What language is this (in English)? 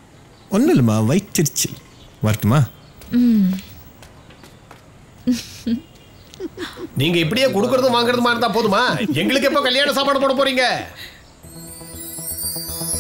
Tamil